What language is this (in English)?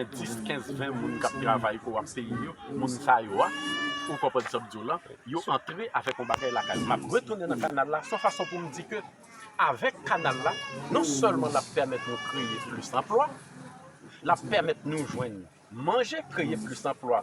Haitian Creole